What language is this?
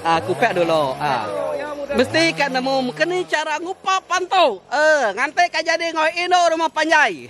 Iban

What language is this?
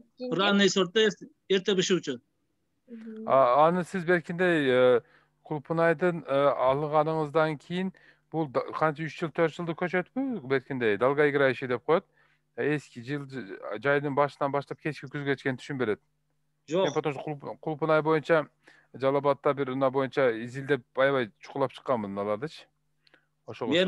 Kyrgyz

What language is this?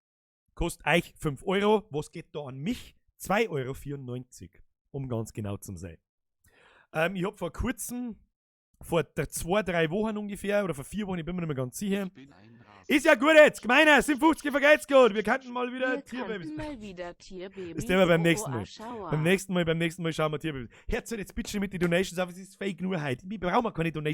Bavarian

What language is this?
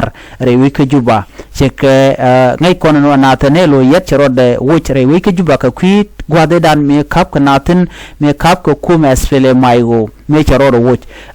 Nuer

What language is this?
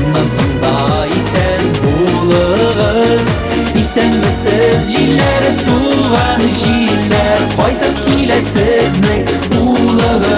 Tatar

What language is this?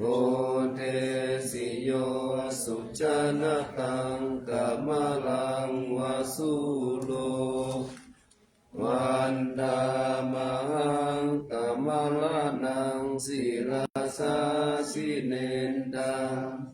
Pali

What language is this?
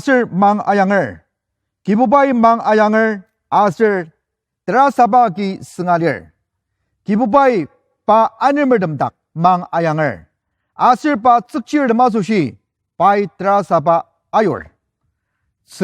Ao Naga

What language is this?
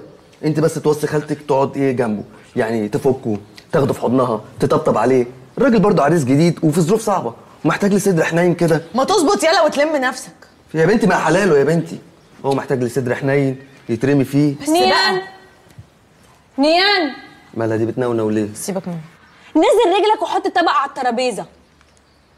Egyptian Arabic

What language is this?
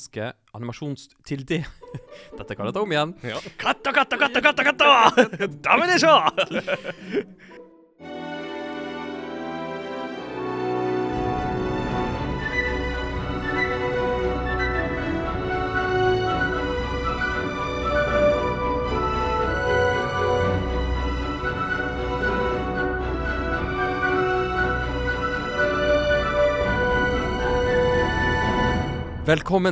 Norwegian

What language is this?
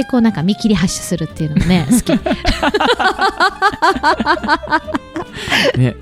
Japanese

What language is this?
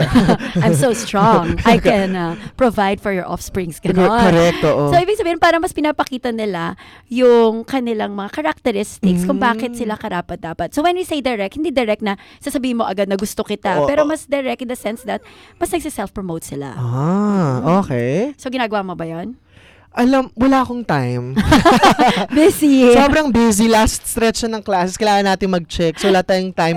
Filipino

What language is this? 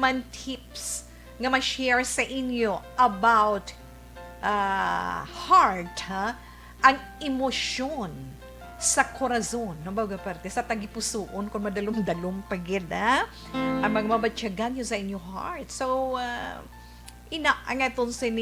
Hiligaynon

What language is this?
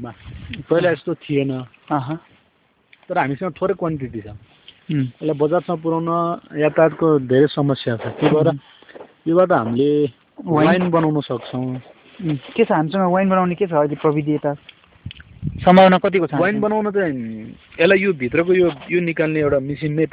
Nepali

